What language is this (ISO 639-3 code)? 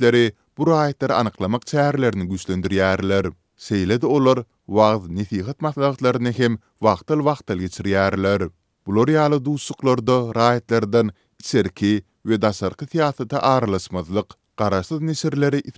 tuk